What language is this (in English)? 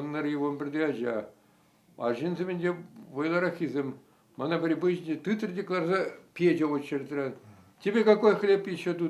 Chuvash